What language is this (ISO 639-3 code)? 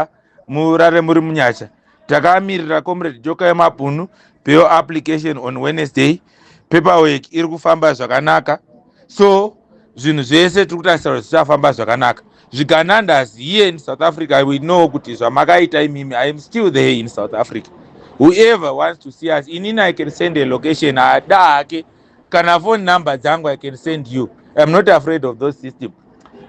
sna